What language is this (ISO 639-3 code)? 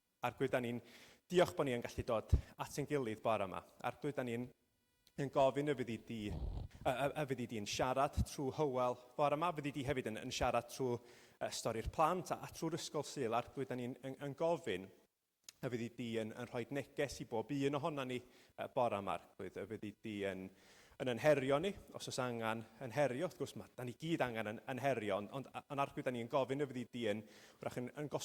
cym